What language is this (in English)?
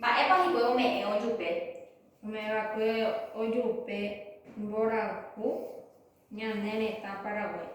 Guarani